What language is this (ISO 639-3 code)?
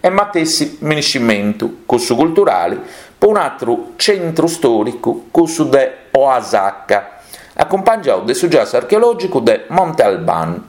srd